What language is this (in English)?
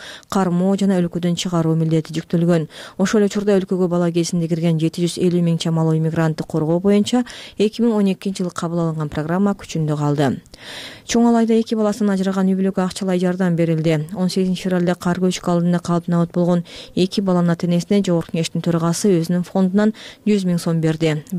Kyrgyz